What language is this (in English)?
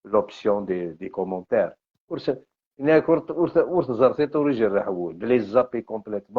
Algerian Arabic